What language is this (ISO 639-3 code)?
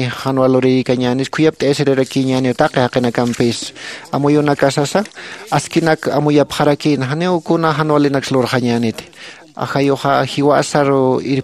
aym